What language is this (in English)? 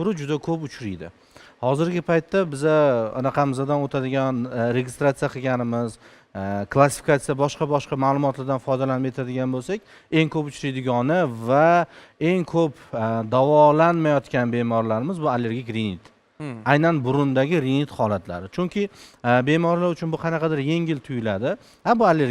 Uzbek